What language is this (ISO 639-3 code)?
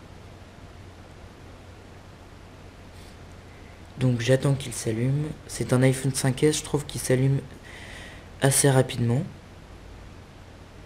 fra